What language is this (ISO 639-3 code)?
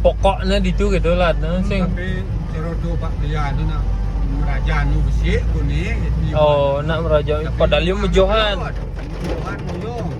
ban